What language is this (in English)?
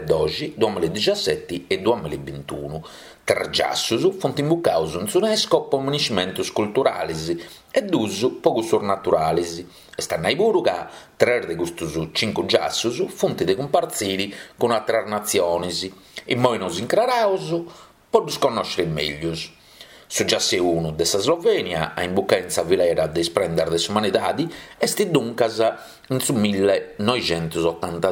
Sardinian